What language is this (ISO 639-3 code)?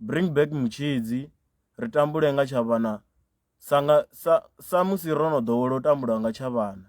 ven